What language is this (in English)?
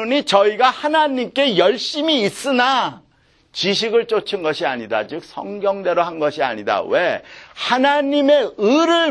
Korean